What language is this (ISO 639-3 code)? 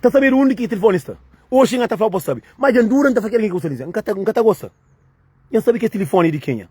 kea